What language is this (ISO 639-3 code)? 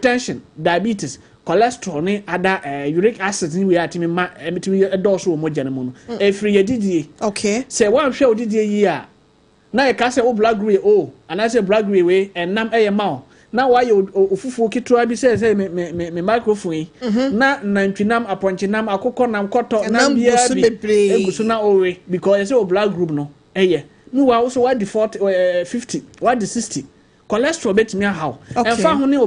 aka